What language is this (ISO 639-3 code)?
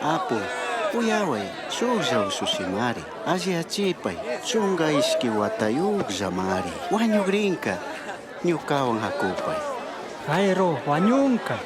qug